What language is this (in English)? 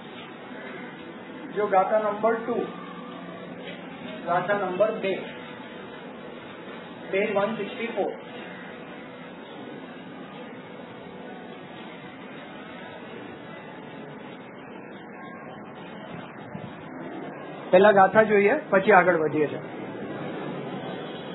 Gujarati